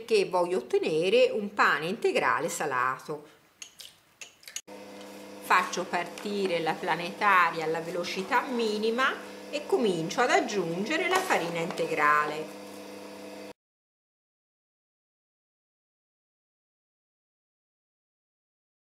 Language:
Italian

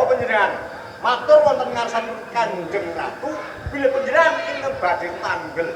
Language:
Javanese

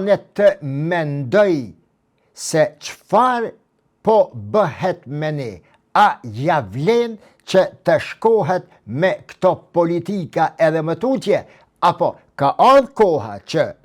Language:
Albanian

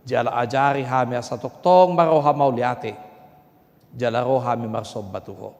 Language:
Batak Toba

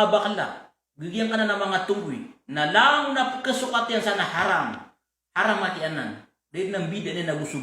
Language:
Maranao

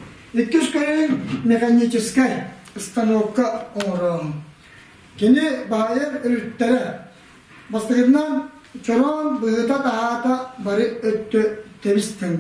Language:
Yakut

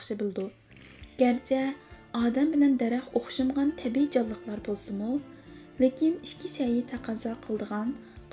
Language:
Uyghur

